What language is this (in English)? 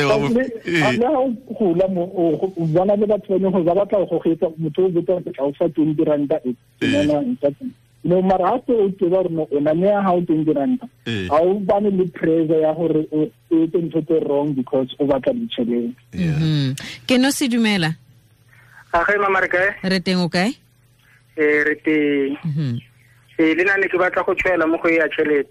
Tswana